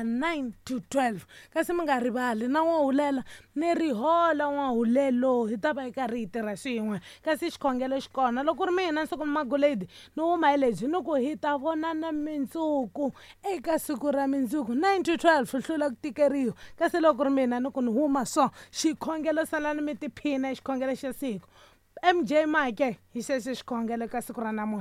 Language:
Tsonga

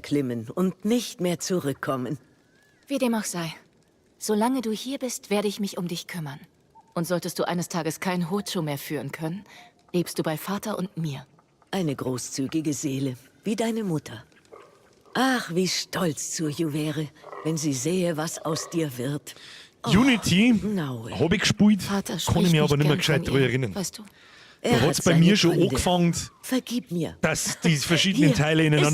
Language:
Bavarian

